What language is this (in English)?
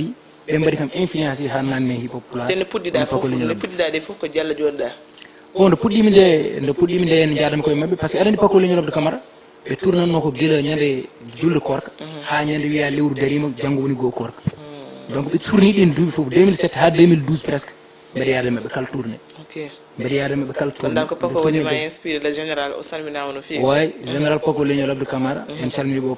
Fula